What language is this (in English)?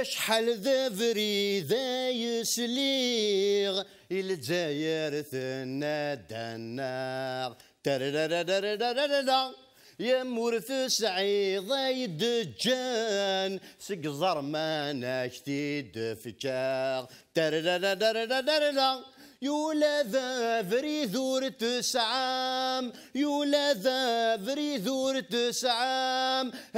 Kabyle